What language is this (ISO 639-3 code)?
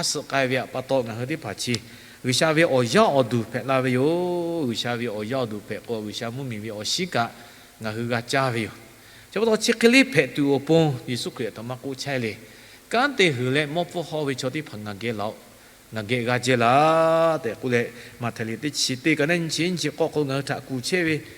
lhu